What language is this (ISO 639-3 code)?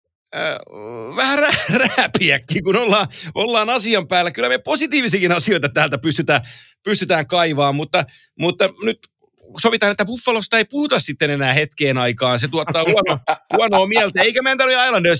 fin